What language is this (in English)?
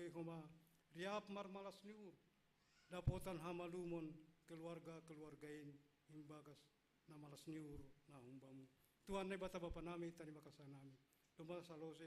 Batak Simalungun